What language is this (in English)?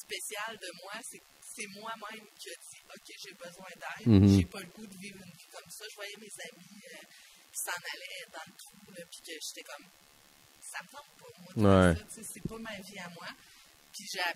French